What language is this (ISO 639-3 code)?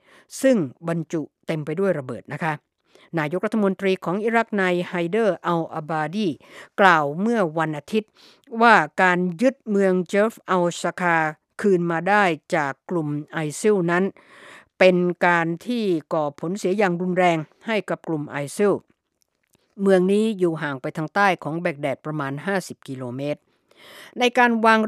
tha